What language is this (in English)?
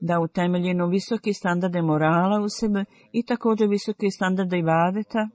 Bosnian